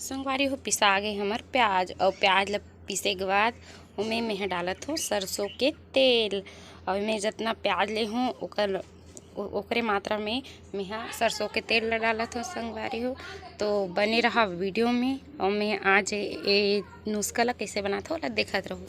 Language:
Chhattisgarhi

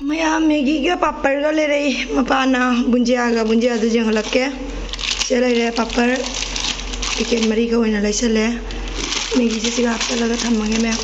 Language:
Manipuri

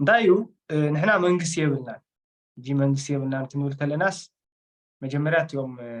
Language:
Tigrinya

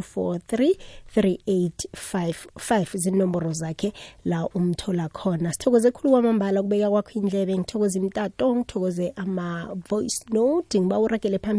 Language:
South Ndebele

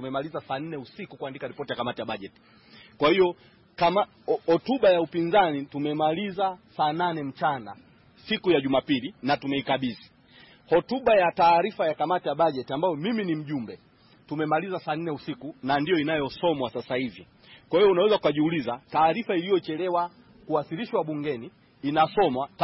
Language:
Swahili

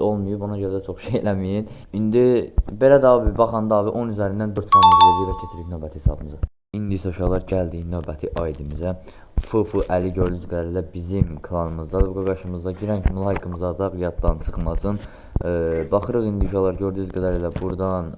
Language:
Azerbaijani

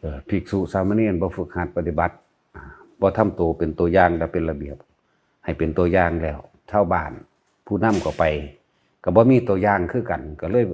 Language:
Lao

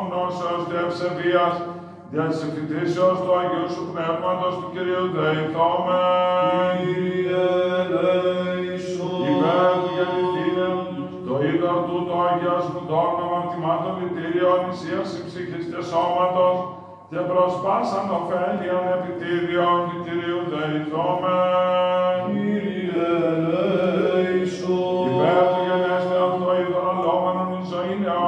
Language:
Greek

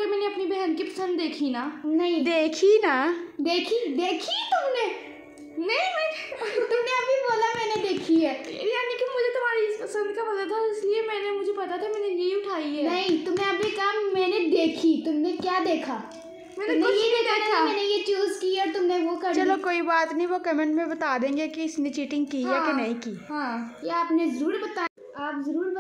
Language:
Hindi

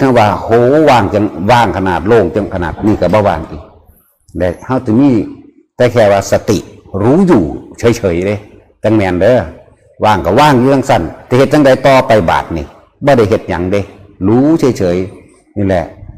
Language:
Northeastern Thai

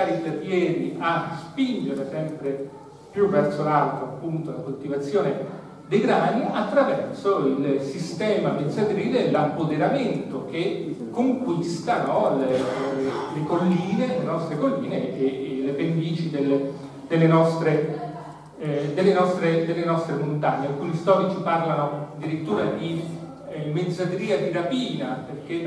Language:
Italian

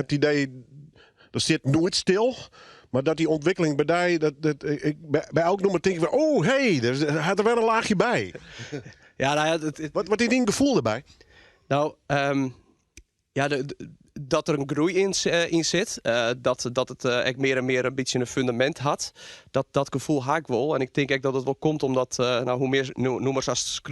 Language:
Western Frisian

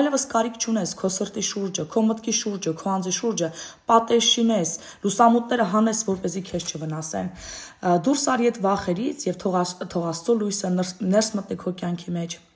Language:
Armenian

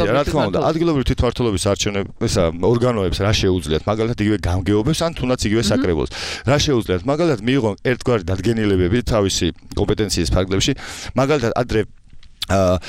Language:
Georgian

